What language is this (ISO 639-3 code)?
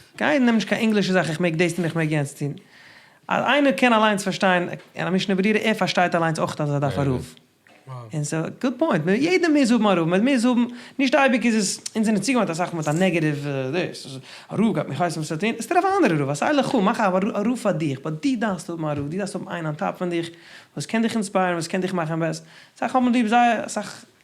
yid